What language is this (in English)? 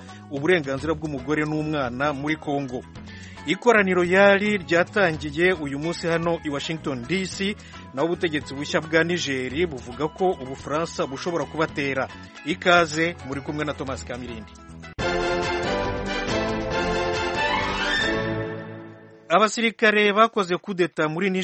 Kinyarwanda